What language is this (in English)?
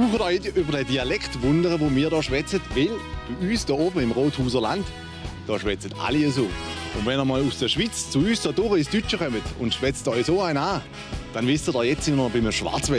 Swiss German